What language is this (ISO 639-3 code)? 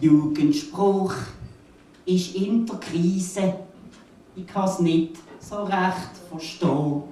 gsw